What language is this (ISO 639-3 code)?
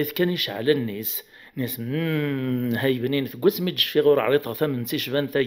kab